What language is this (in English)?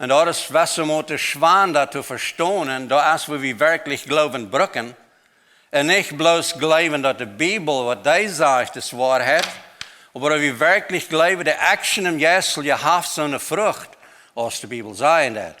Plautdietsch